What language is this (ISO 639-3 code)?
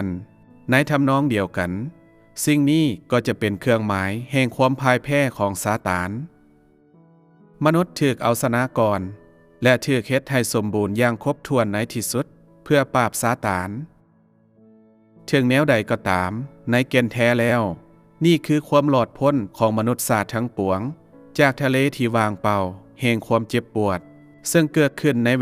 lao